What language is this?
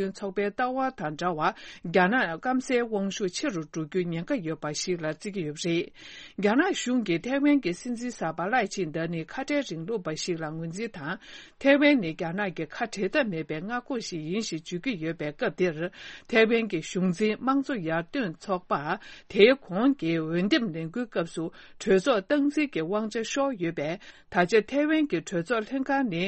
Tibetan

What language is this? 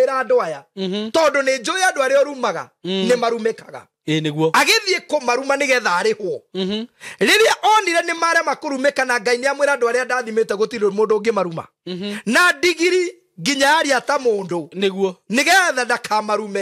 Kikuyu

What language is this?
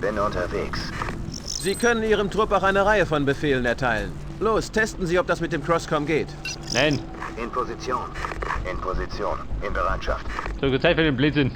Bavarian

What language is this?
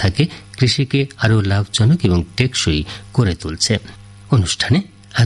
Bangla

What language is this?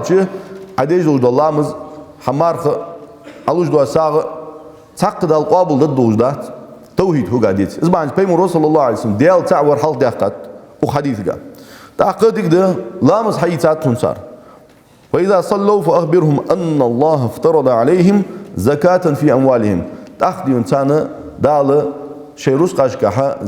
Ingush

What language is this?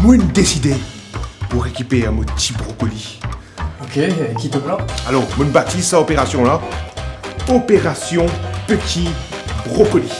Morisyen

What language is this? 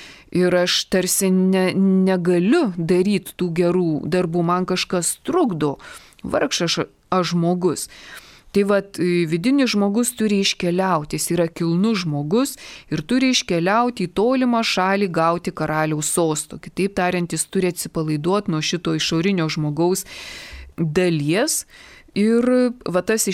Lithuanian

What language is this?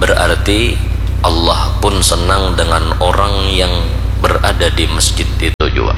Banjar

